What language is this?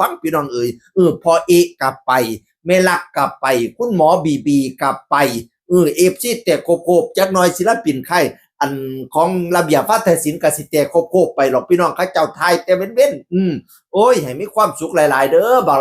Northeastern Thai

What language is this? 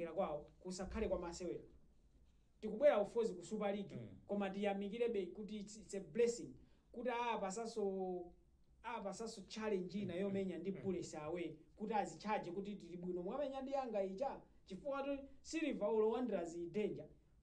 Nyanja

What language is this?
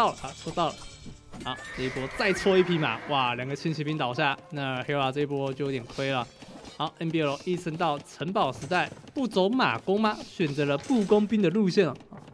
Chinese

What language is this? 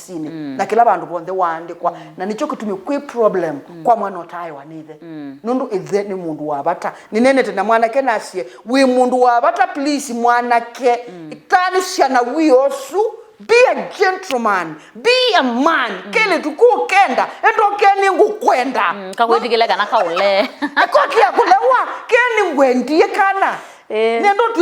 Kamba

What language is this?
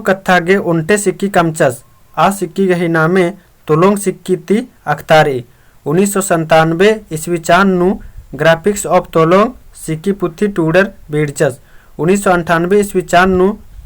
Kurukh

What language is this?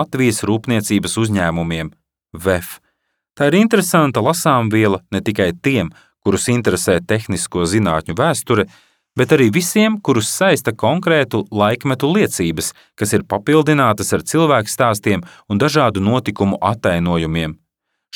Latvian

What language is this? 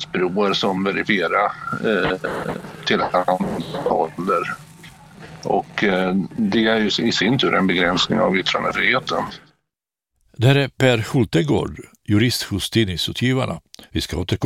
Swedish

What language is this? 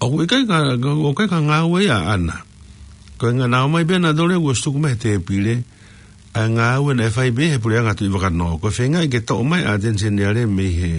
Tongan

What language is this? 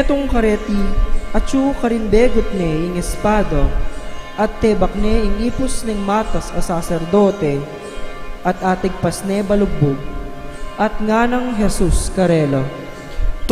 Pampanga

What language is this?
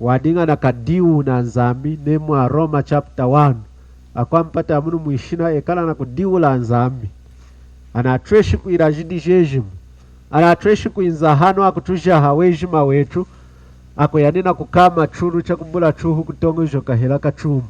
Lunda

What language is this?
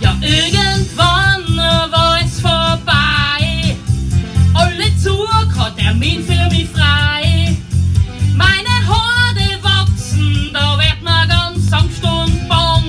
Bavarian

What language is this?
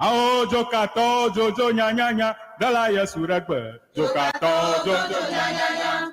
Ewe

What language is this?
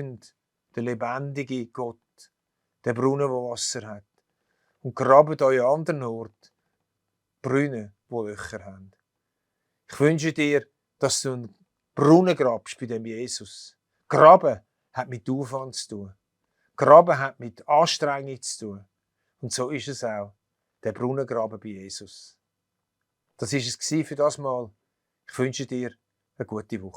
Swiss German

